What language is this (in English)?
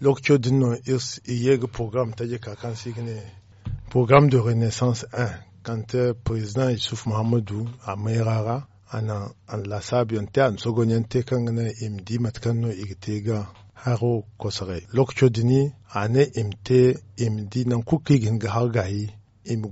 Zarma